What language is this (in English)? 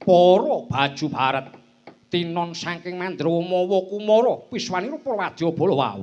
Javanese